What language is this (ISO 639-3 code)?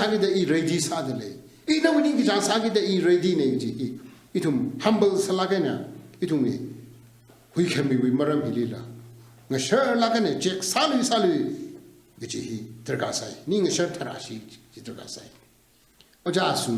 nmf